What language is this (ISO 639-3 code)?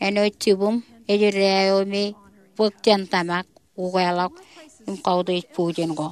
mah